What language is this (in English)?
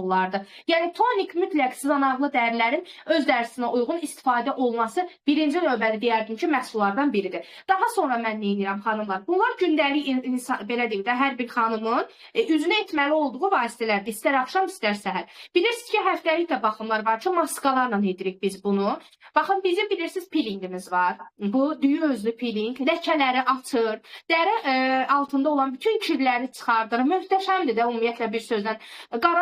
Azerbaijani